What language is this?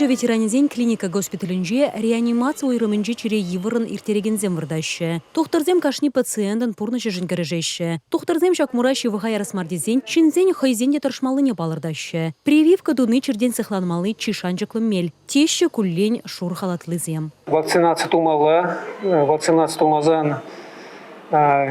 Chuvash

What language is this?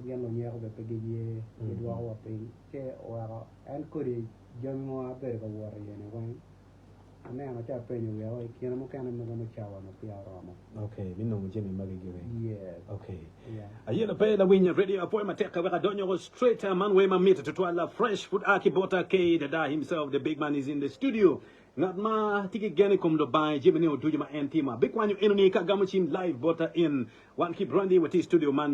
Acoli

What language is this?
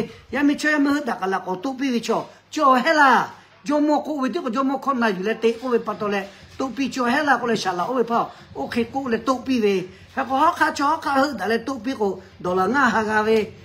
Lahu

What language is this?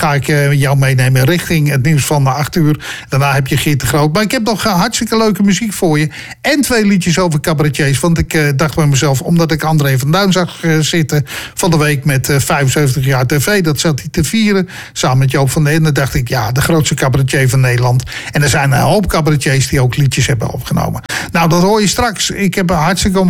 Dutch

